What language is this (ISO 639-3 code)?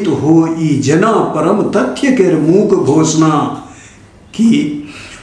mai